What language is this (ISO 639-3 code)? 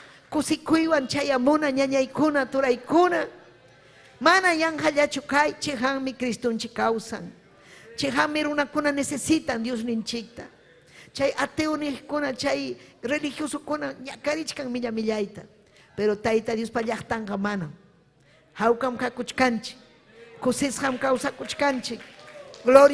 quy